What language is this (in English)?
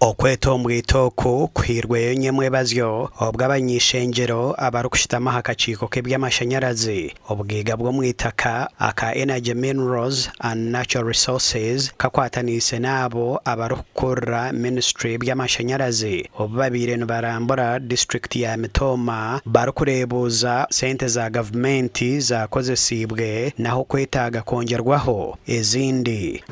Nyankole